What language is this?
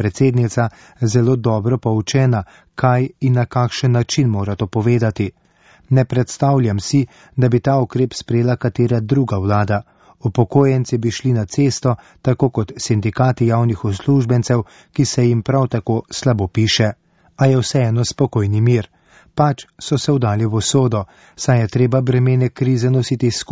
Slovenian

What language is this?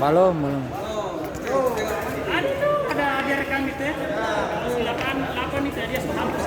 Ambonese Malay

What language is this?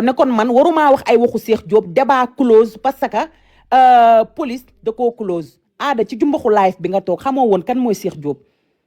Wolof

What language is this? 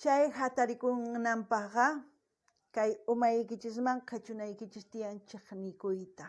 South Bolivian Quechua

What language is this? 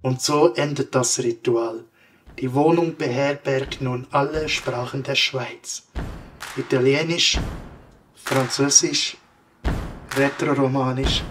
Swiss German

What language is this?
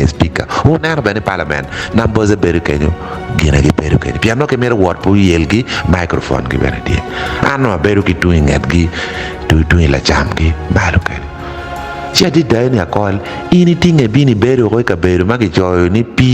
Acoli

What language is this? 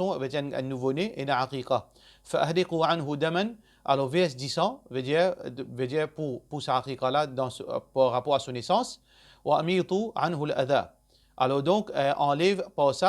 Morisyen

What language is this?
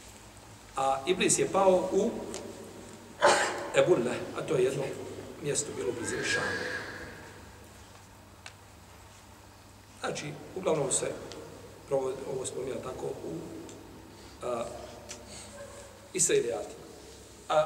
Bosnian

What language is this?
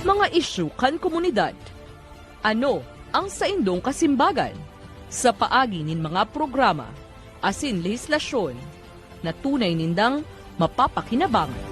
Bikol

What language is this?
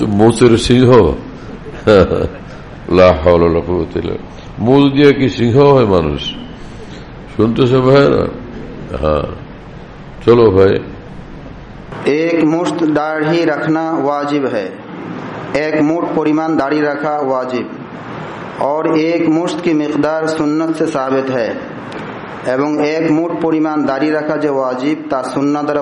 Bangla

